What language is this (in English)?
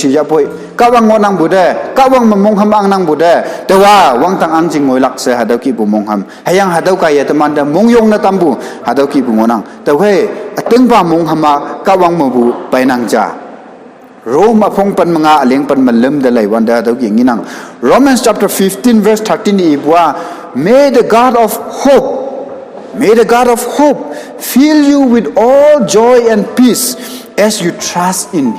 Konyak Naga